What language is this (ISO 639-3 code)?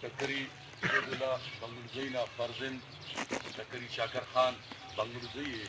brh